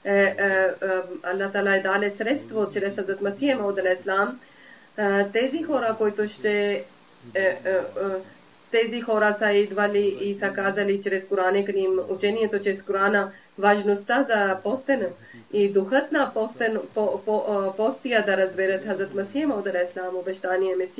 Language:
Bulgarian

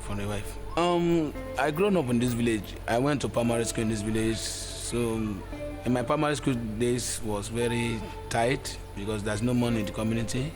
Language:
Nigerian Pidgin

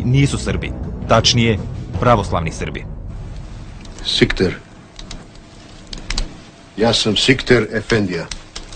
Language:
Bosnian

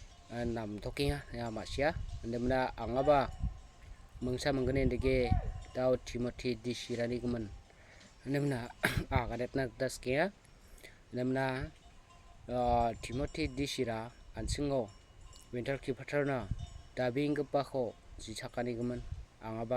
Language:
Garo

